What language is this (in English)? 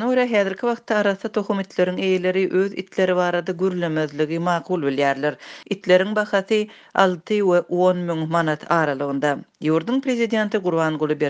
Turkmen